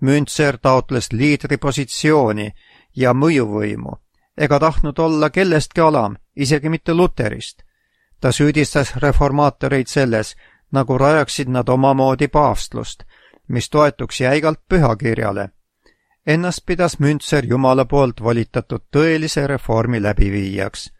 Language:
Estonian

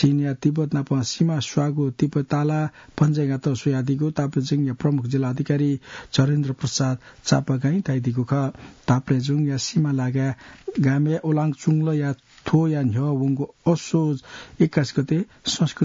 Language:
Newari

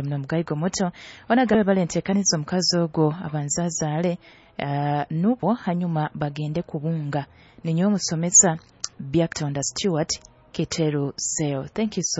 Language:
Nyoro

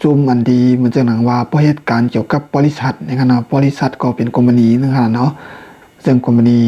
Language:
Shan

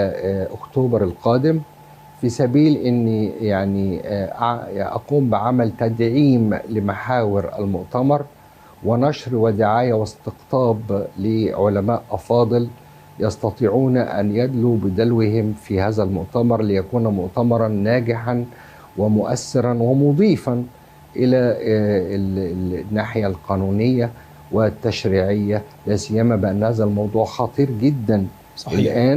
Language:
Egyptian Arabic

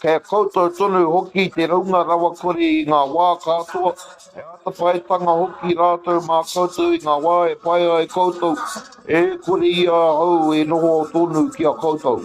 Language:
Māori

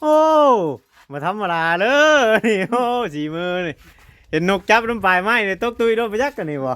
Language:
Northeastern Thai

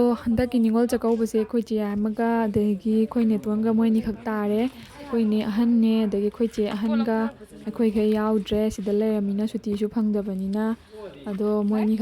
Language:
Manipuri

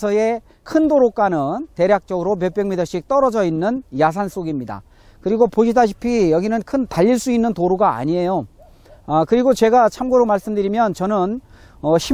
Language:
Korean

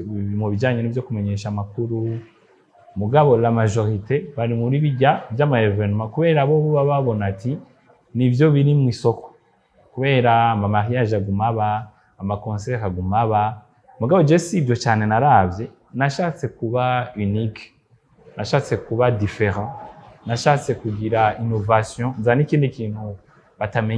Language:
Rundi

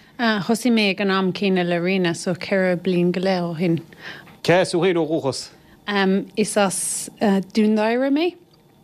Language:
Irish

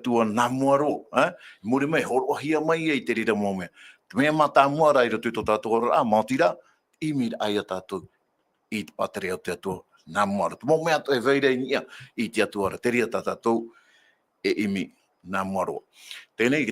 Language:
Tahitian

